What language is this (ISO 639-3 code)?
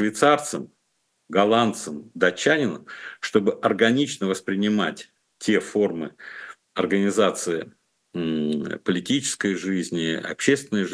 rus